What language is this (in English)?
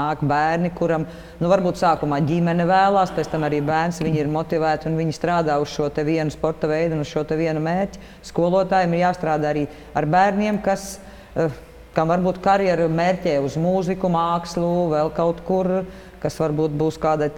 Latvian